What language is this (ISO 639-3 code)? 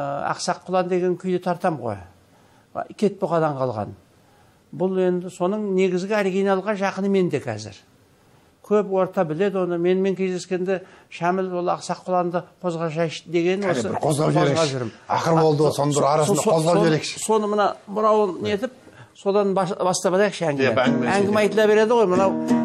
kaz